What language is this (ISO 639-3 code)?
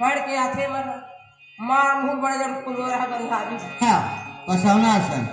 hne